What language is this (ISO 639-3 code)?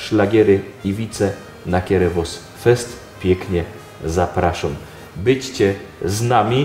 szl